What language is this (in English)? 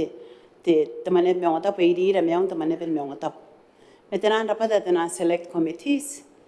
Gilbertese